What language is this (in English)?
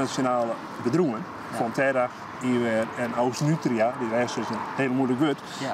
Western Frisian